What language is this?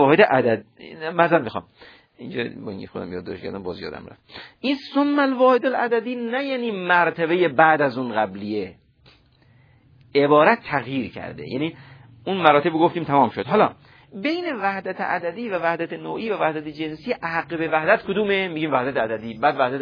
Persian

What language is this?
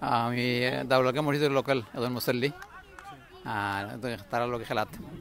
Sylheti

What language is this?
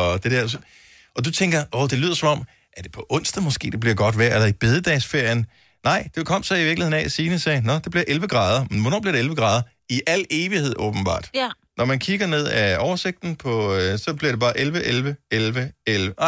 Danish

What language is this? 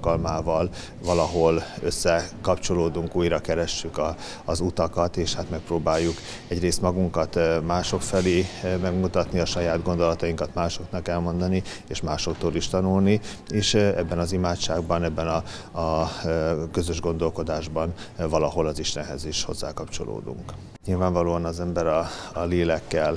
Hungarian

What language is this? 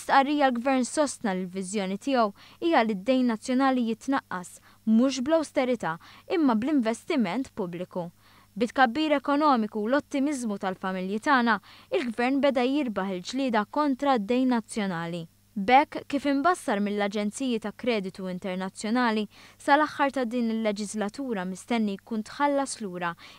Maltese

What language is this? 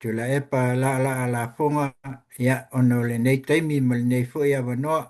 Samoan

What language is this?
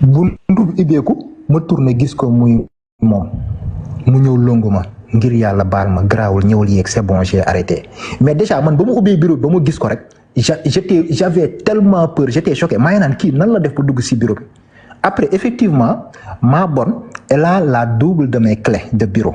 Wolof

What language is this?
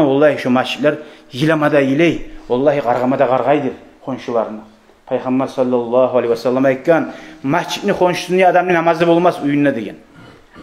Kumyk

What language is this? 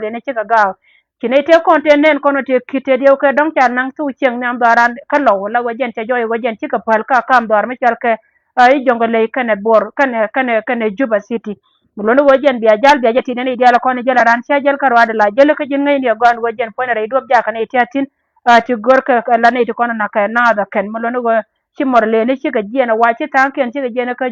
Nuer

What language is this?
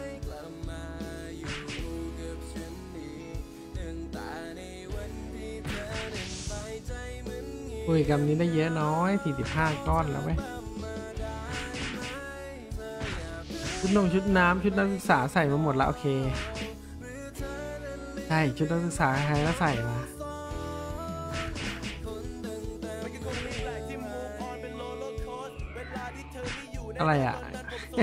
Thai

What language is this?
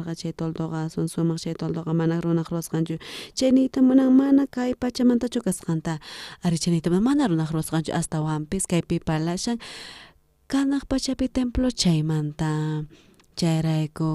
South Bolivian Quechua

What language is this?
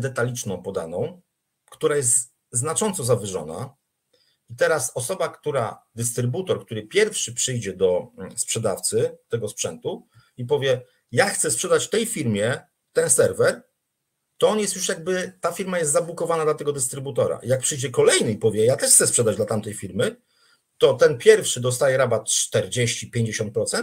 Polish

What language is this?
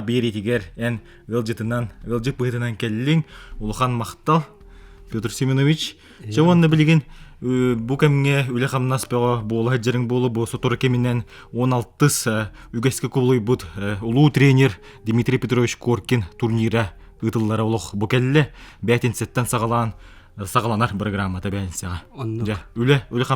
Yakut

